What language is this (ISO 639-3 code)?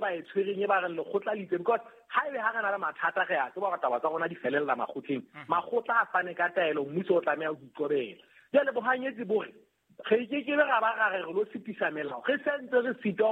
sot